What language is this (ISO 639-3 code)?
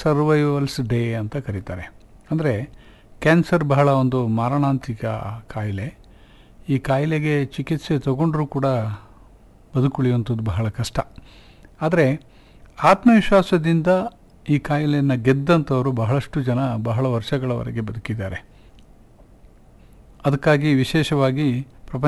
kan